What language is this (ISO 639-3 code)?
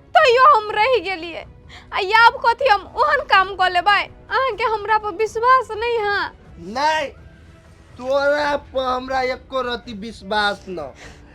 mai